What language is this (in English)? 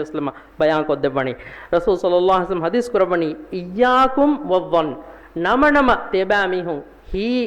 Divehi